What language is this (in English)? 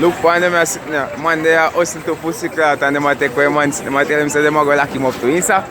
Jamaican Creole English